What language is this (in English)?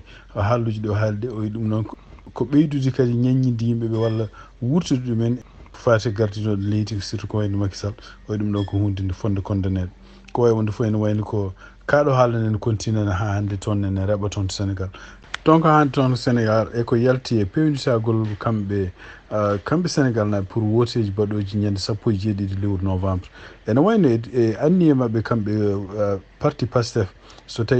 Fula